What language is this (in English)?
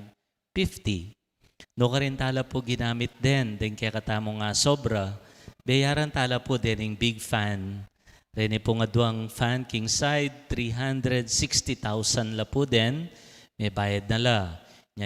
Pampanga